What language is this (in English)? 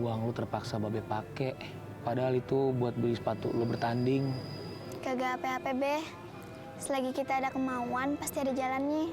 Betawi